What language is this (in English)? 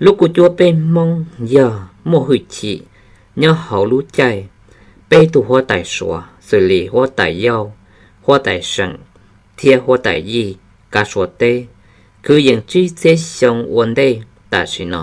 Hmong